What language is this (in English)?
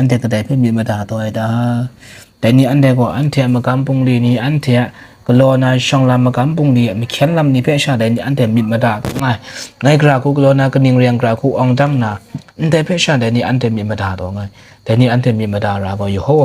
Kachin